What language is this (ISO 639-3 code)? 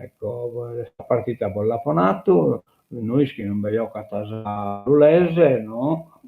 srd